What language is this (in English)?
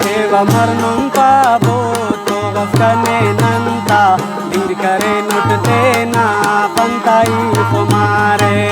Brahui